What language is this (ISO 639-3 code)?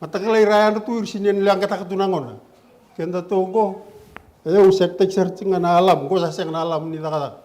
fij